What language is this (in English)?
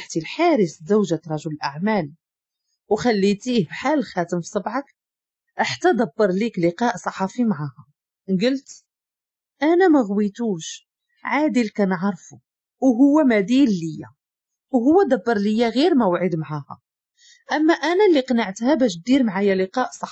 Moroccan Arabic